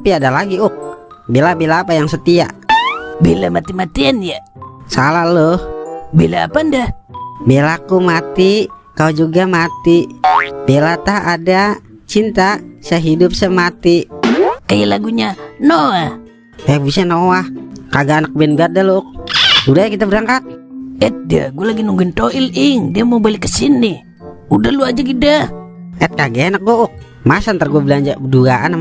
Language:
Betawi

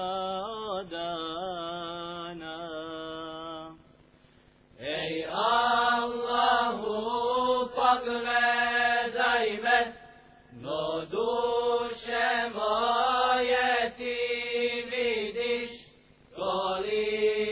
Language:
Bosnian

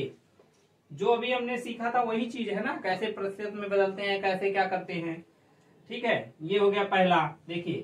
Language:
Hindi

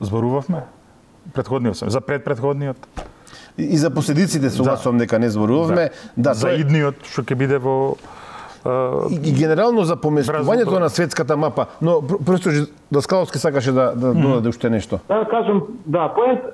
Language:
Macedonian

